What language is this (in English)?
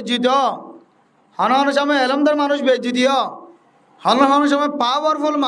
Rohingya